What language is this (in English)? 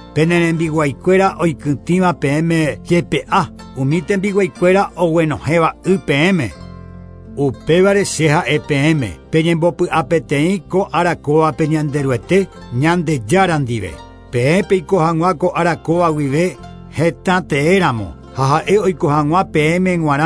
Guarani